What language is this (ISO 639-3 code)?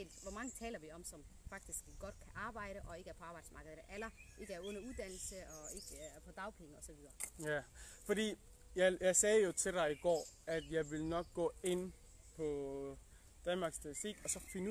dan